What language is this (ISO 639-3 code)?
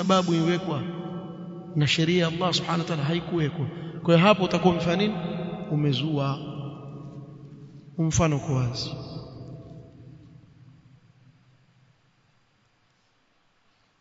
swa